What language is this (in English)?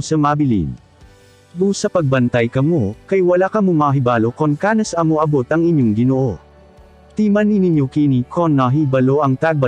Cebuano